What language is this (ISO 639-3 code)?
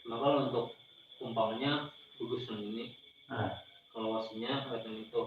bjn